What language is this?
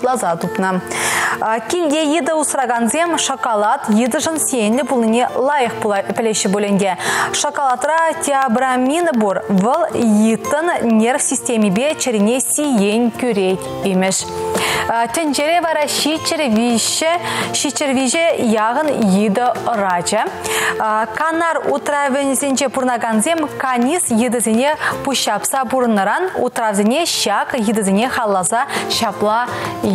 Chuvash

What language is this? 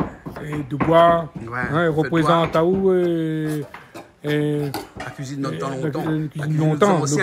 Réunion Creole French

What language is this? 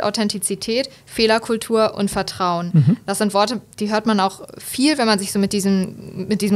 German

